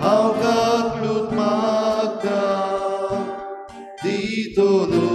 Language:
Konkani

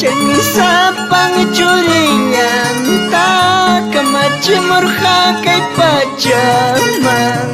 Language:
Ayacucho Quechua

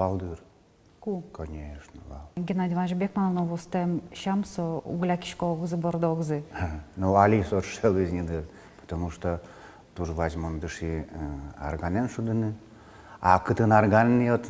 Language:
Udmurt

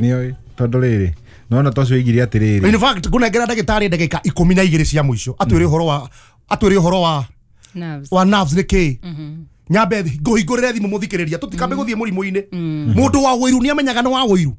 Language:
Kikuyu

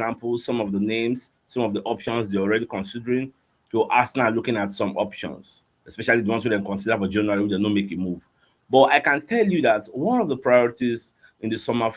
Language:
Nigerian Pidgin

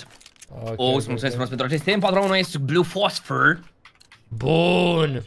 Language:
Romanian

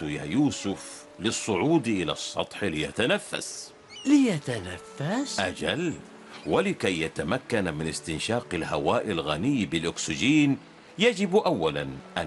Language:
Arabic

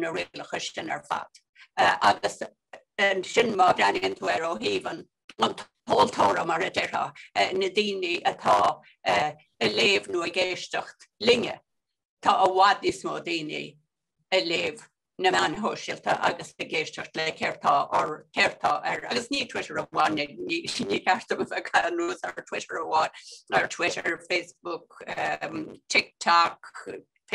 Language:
Irish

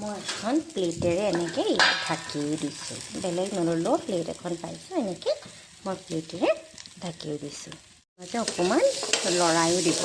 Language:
Assamese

